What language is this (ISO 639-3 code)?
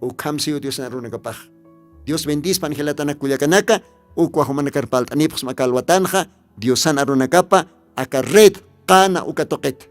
aym